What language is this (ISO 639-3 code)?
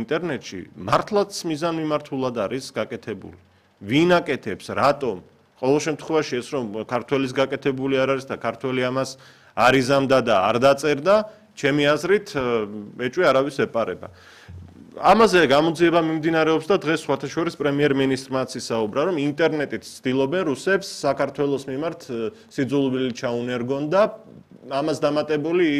kat